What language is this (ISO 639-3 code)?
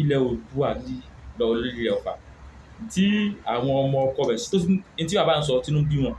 yor